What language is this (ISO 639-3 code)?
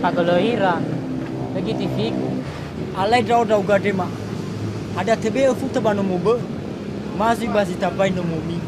nia